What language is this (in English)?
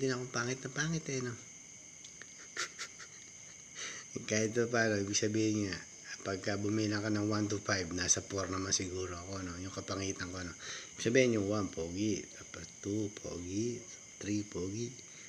Filipino